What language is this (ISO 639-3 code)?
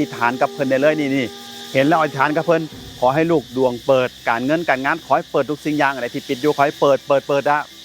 tts